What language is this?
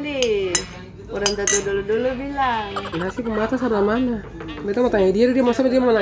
Ambonese Malay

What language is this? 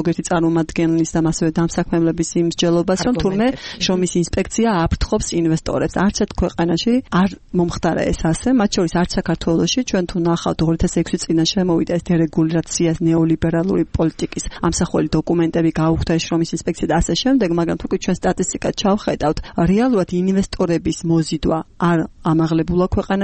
Georgian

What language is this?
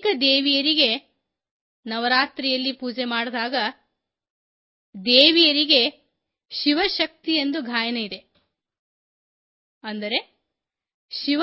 Kannada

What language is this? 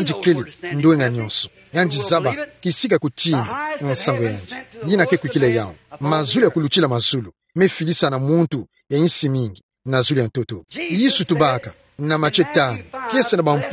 Kituba (Democratic Republic of Congo)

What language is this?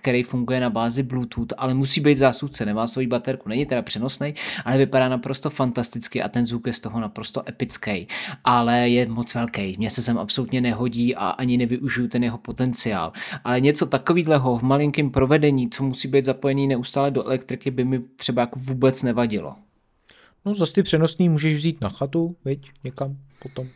Czech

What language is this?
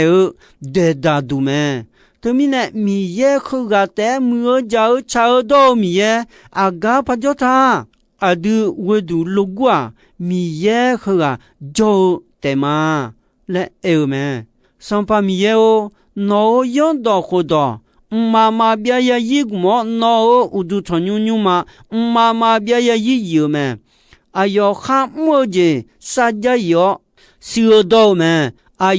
Akha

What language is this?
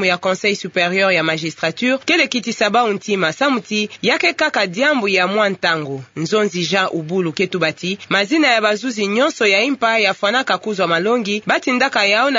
Kituba (Democratic Republic of Congo)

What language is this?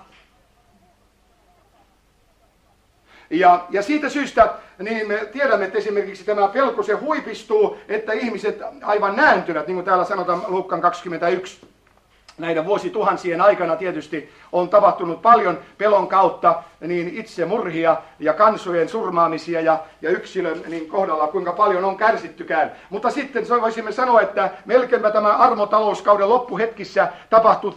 Finnish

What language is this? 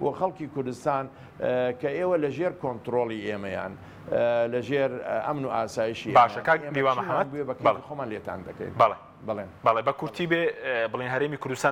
Central Kurdish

